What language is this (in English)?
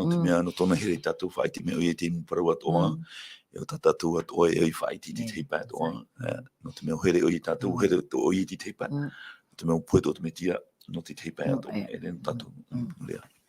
Tahitian